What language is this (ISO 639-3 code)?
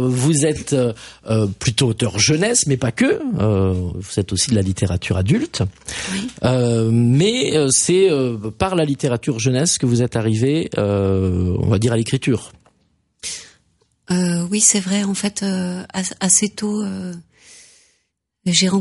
fra